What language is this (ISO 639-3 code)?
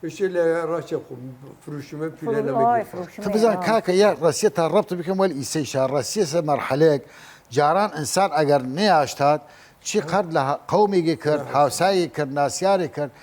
sdh